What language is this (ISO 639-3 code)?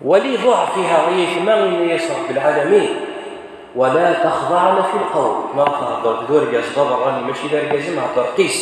kab